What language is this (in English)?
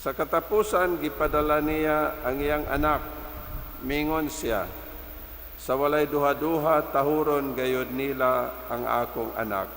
Cebuano